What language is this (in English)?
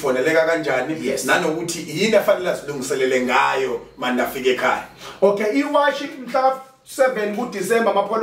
Zulu